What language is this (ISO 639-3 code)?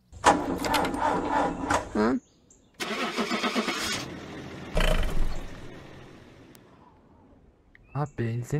tur